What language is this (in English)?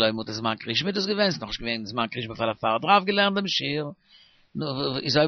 Yiddish